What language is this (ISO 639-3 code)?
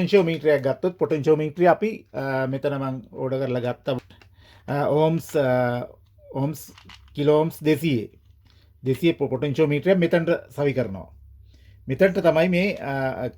sin